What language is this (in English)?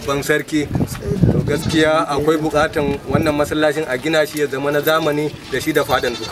Hausa